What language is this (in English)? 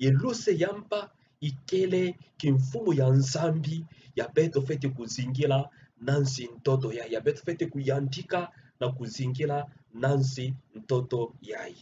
Kituba (Democratic Republic of Congo)